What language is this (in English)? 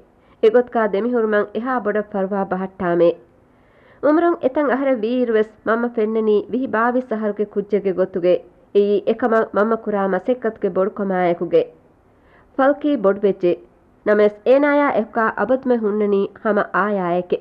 Divehi